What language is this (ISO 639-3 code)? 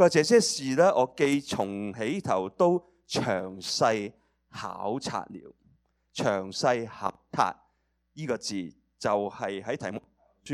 yue